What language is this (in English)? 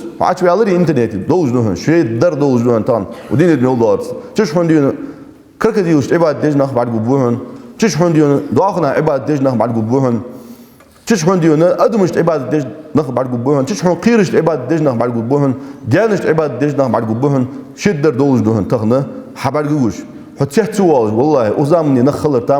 Ingush